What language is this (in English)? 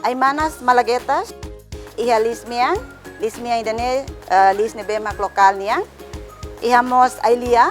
Tetum